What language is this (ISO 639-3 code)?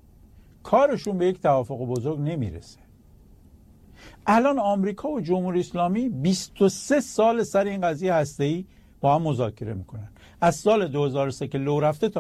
fas